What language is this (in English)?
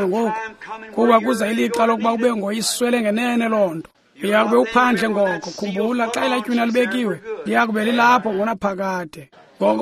Xhosa